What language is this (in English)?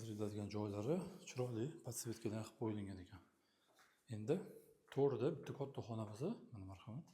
Uzbek